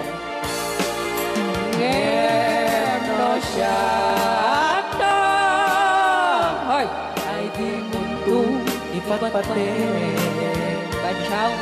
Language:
Iloko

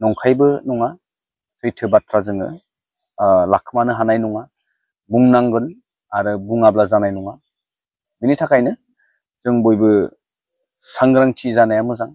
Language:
Bodo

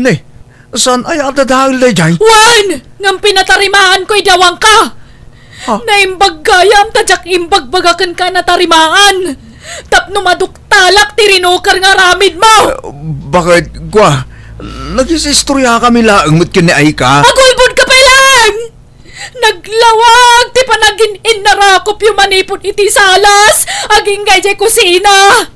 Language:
Iloko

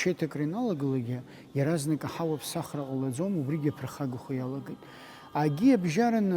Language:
Abkhazian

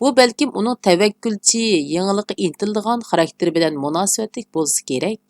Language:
Uyghur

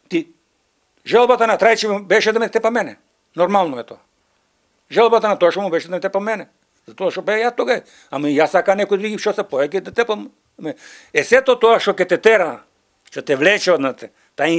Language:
Macedonian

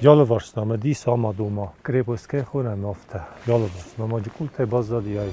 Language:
Ossetic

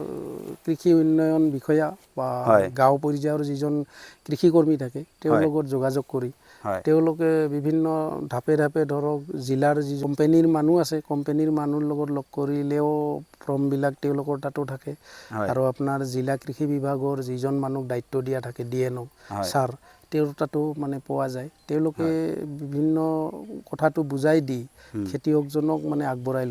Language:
Assamese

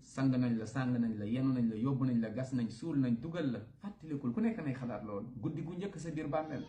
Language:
Wolof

